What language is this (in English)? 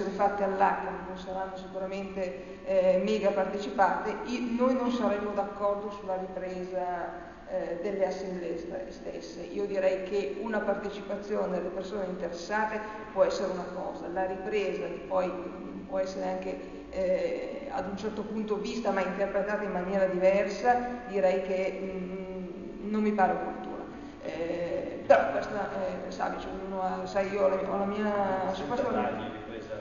Italian